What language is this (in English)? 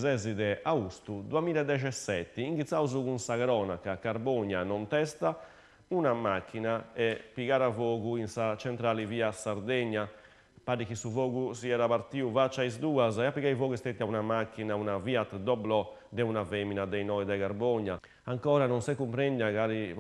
Sardinian